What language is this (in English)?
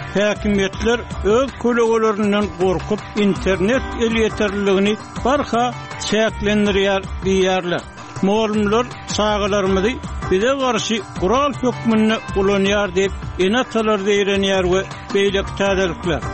Turkmen